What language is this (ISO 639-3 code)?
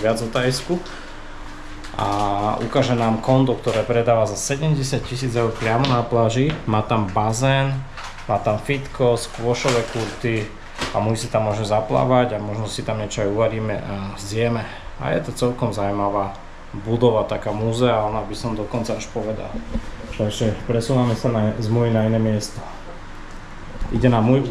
slk